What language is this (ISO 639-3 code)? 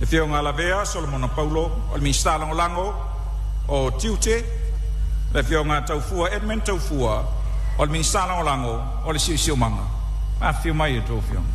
smo